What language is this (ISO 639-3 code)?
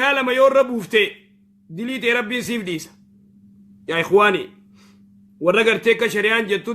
orm